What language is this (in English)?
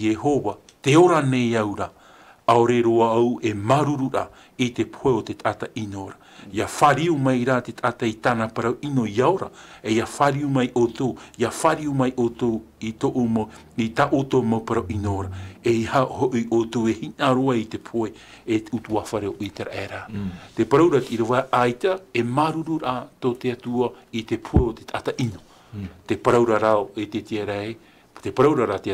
Tahitian